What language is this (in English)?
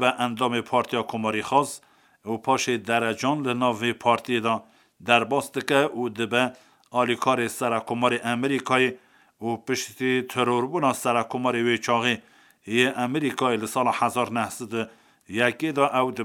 Kurdish